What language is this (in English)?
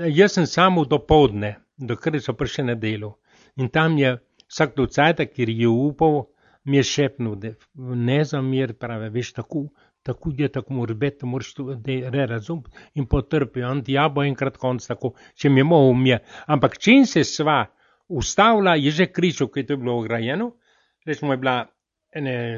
Slovenian